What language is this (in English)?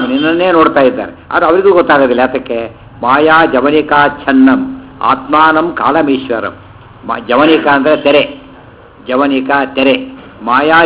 Kannada